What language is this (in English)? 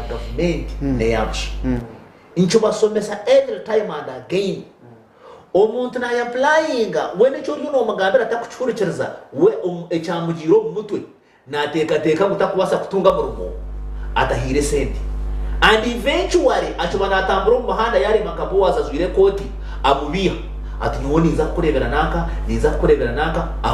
Nyankole